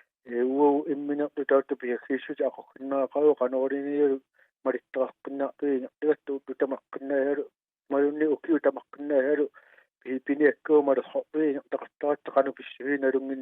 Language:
Kalaallisut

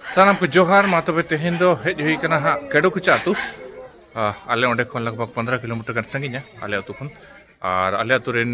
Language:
Santali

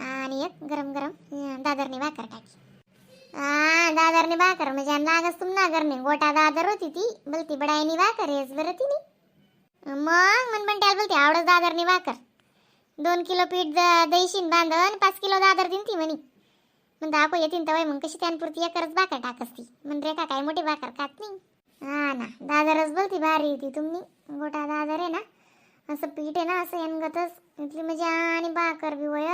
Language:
Khandesi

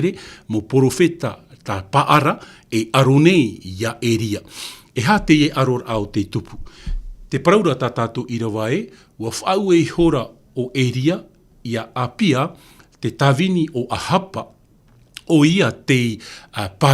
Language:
Tahitian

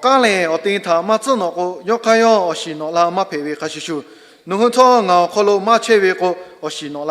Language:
Lahu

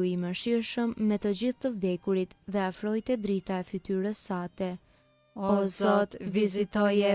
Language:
Albanian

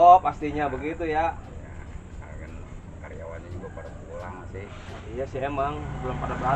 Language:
Betawi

